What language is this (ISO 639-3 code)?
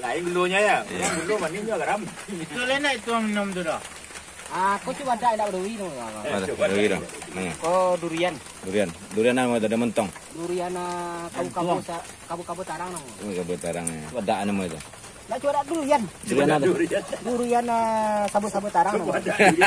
min